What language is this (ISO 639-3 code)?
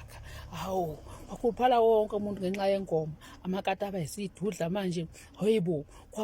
zul